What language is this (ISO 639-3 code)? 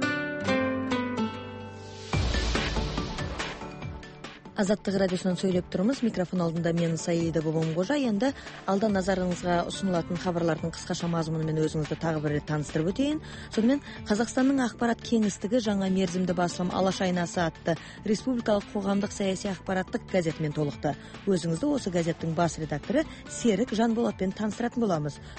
kaz